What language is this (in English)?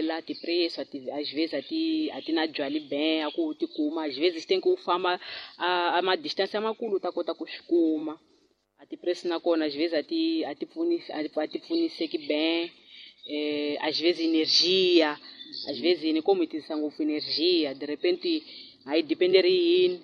Tsonga